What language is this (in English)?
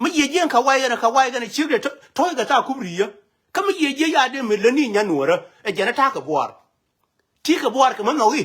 Nuer